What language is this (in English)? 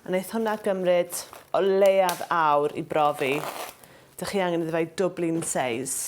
Welsh